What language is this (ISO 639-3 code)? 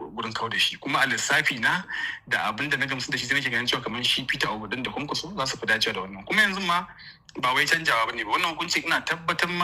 hau